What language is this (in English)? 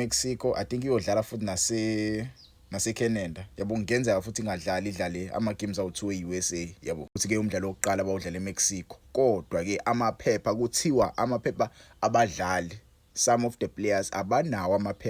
Zulu